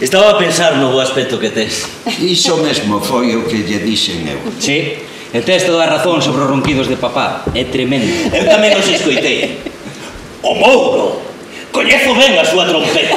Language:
Galician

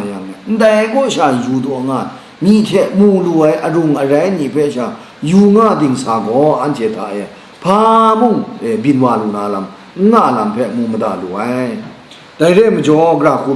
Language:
Kachin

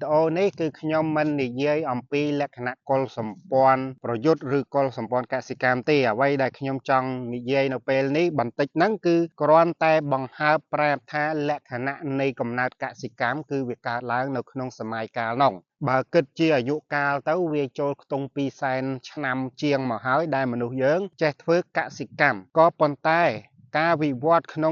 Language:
Khmer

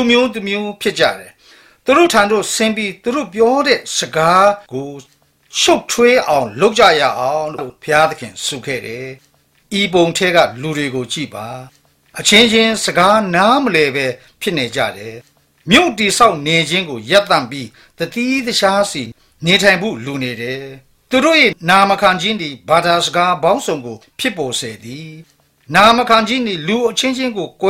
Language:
Burmese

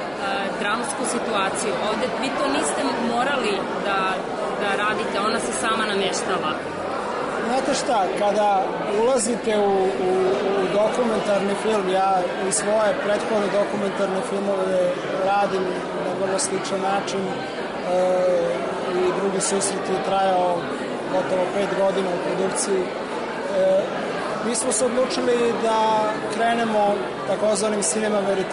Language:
Serbian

